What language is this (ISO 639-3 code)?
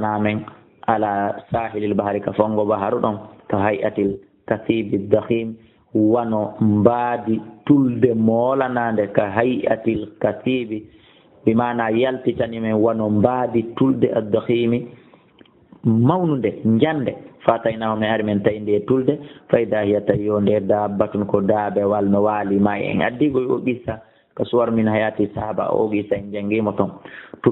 ful